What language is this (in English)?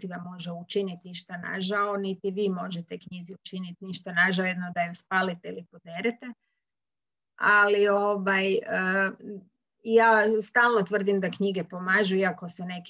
Croatian